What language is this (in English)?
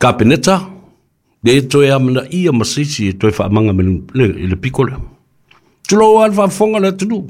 Samoan